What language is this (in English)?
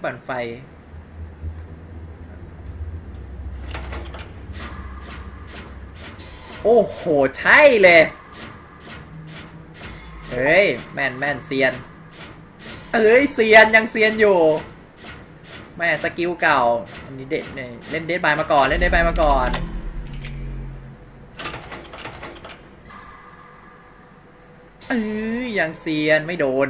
Thai